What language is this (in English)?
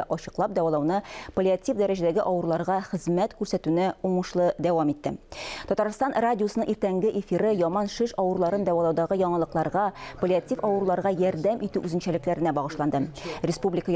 Tatar